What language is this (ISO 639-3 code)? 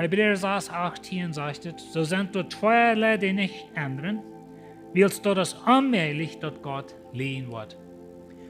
pdt